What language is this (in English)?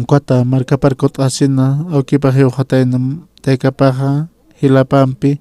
Aymara